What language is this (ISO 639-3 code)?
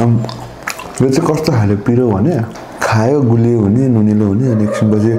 nep